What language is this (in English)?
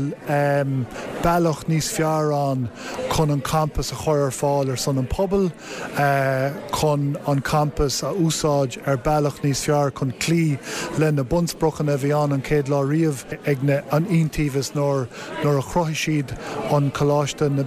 Irish